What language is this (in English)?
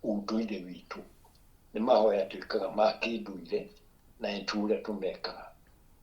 Kikuyu